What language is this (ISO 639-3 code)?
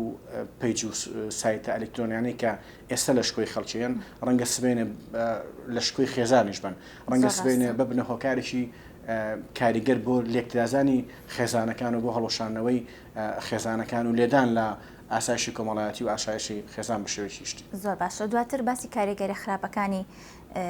ckb